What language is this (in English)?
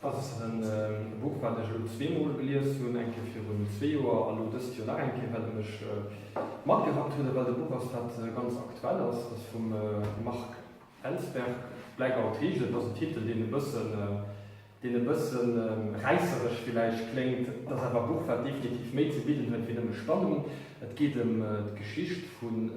Luxembourgish